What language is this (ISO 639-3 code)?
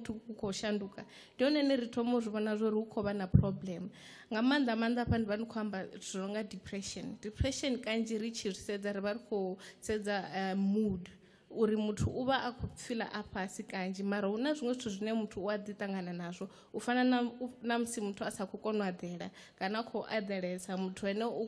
ven